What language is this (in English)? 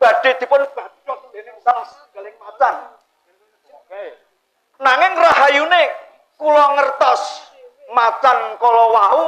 Javanese